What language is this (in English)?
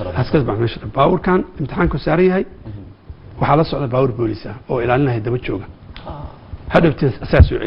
Somali